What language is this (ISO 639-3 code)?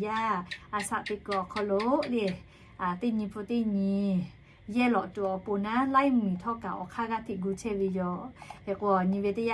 lhu